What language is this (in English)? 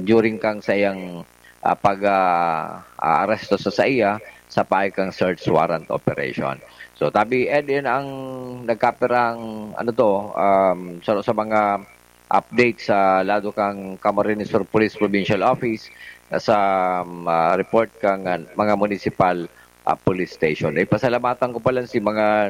Bikol